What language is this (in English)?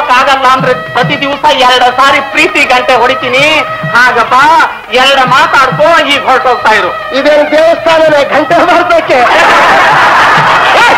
Kannada